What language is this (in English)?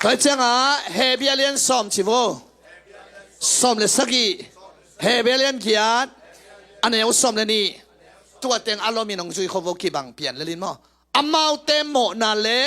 Tedim Chin